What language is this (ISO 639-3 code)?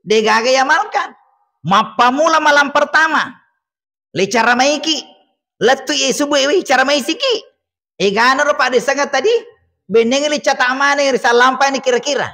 bug